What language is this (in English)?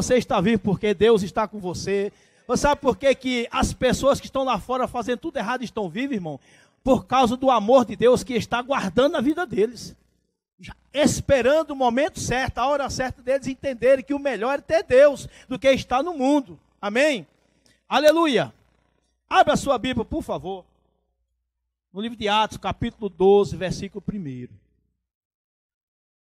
Portuguese